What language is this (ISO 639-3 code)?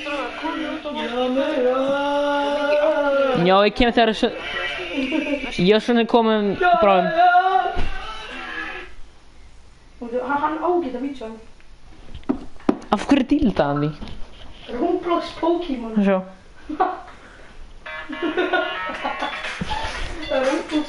isl